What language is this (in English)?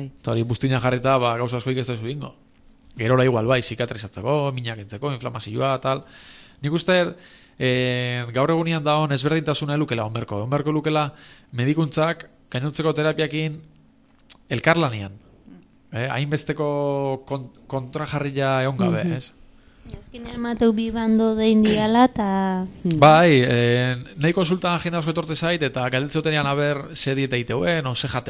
Basque